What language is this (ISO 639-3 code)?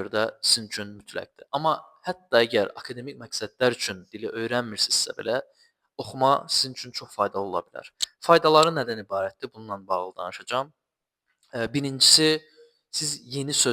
aze